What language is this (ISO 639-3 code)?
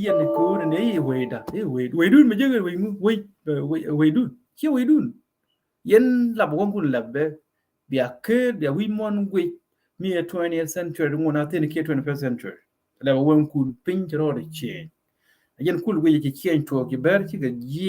nus